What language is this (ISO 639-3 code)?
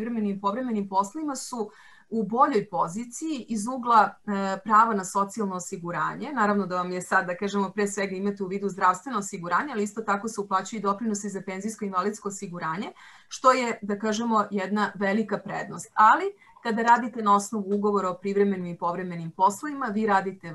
srp